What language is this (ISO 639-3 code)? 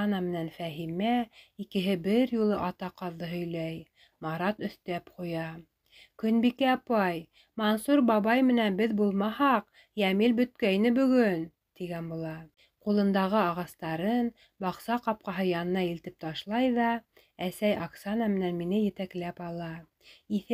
bak